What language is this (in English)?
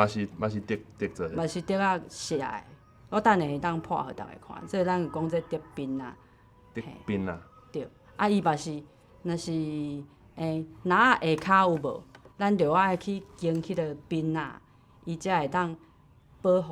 Min Nan Chinese